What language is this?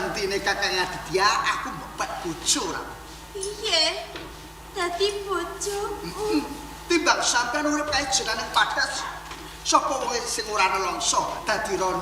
Javanese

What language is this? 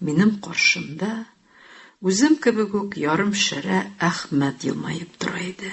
Tatar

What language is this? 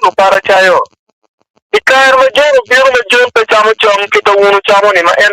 Acoli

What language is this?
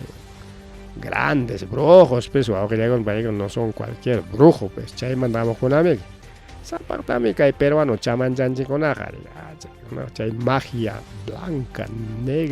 Ayacucho Quechua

